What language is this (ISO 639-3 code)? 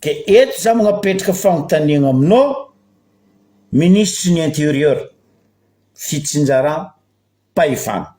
mlg